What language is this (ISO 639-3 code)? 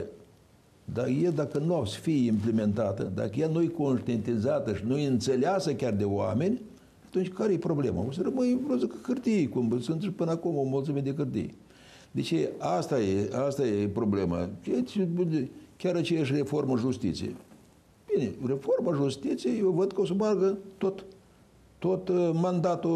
ron